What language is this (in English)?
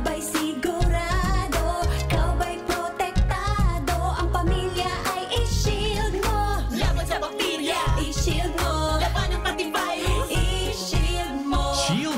Bikol